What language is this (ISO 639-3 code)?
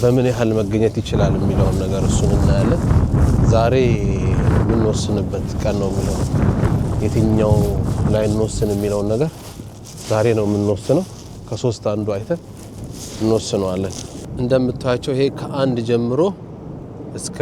amh